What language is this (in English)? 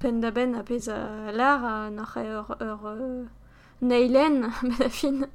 Breton